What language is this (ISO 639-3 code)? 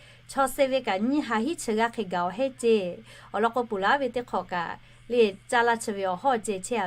lhu